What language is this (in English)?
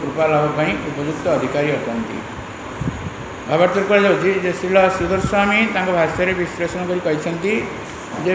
Odia